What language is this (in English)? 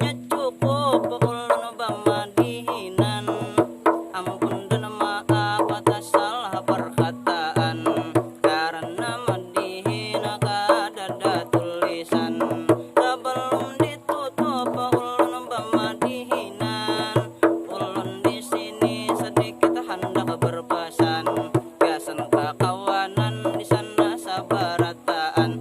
Banjar